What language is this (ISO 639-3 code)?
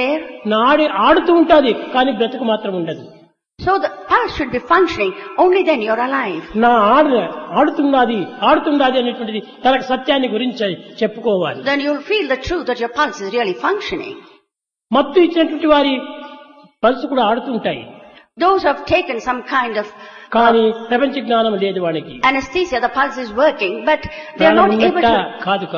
tel